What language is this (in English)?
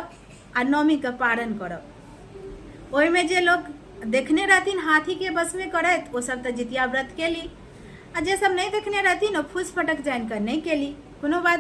Maithili